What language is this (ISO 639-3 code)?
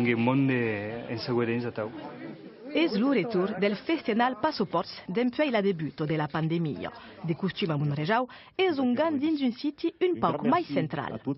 oci